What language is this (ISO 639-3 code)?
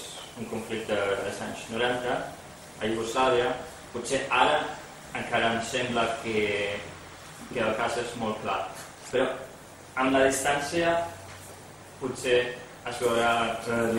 cat